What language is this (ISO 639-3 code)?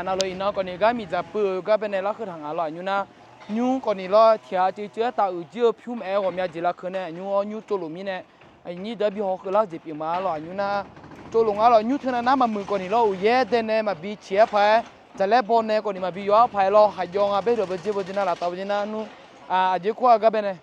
ahk